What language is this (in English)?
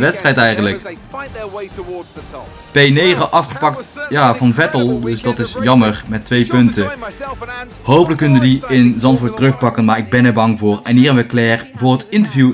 Dutch